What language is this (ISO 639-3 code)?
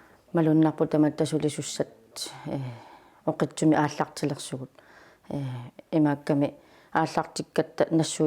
kal